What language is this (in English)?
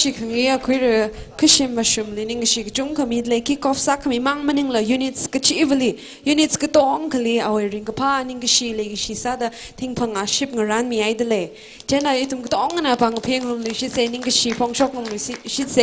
Tangkhul Naga (India)